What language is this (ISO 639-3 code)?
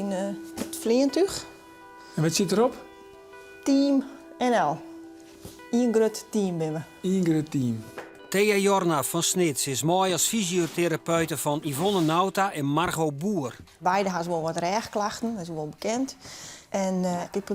fry